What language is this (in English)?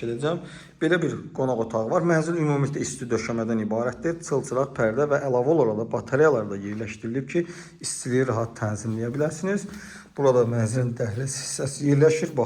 Azerbaijani